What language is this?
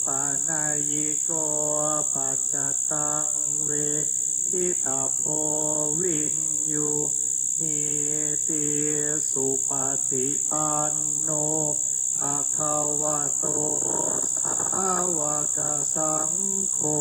Pali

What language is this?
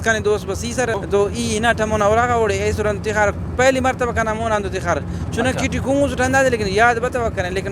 Brahui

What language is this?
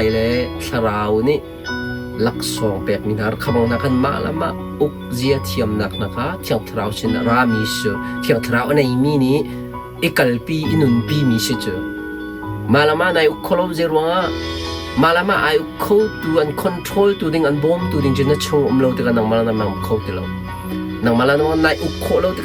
Hakha Chin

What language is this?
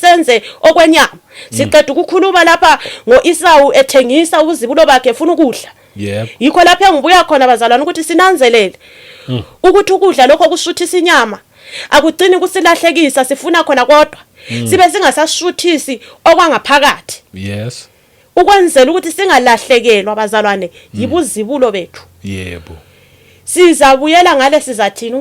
Zulu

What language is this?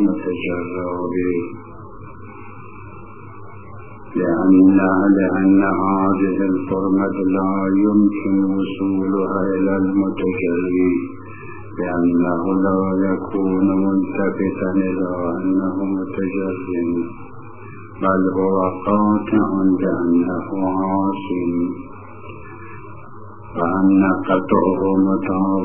Arabic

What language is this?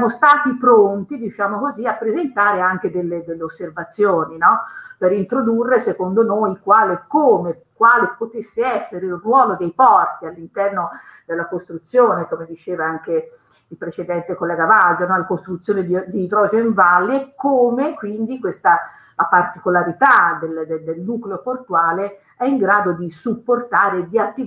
Italian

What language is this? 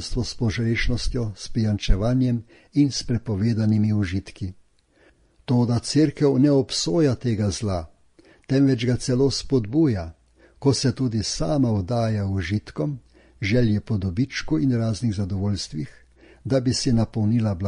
Slovenian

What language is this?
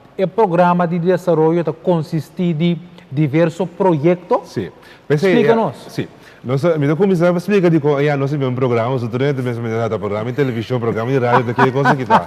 Papiamento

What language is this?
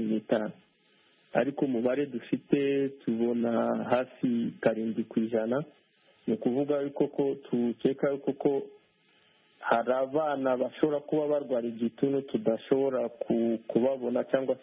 Kinyarwanda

